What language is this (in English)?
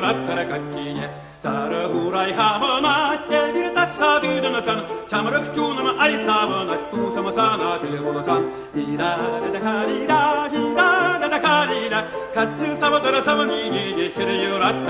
Chuvash